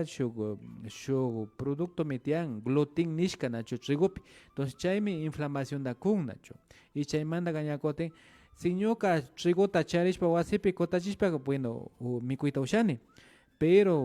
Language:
Imbabura Highland Quichua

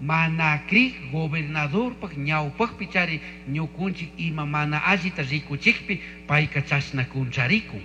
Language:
Chimborazo Highland Quichua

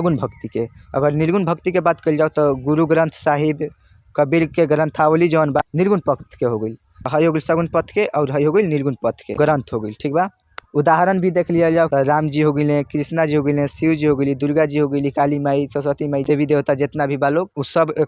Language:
Bhojpuri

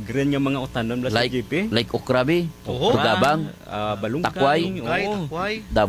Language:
Hiligaynon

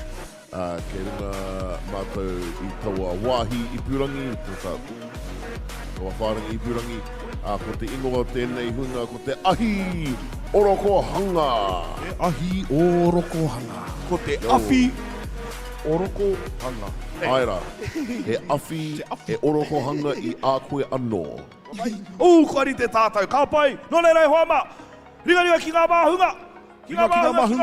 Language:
Māori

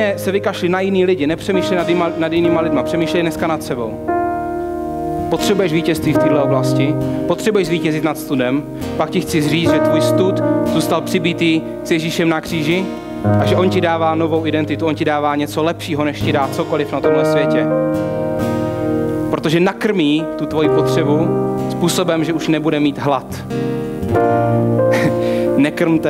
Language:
Czech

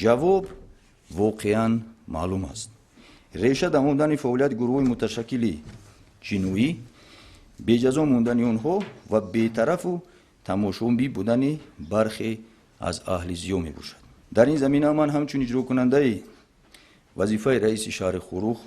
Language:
Tajik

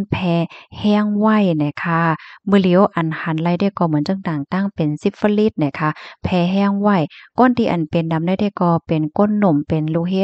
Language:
Shan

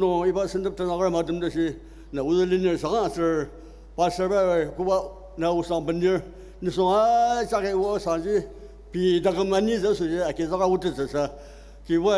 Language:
Ao Naga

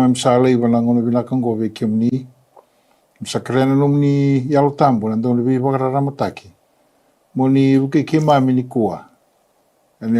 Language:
Fijian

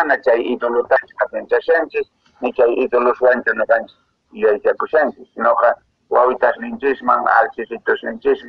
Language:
Quechua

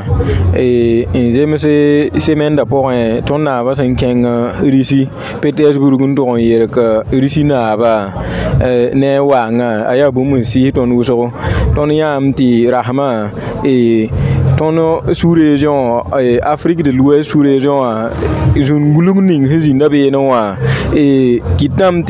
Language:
Mossi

